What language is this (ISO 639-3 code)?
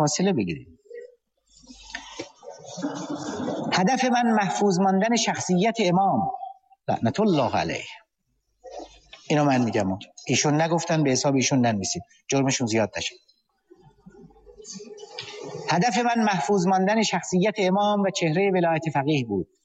fas